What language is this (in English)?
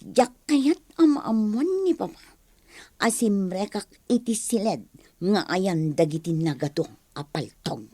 Iloko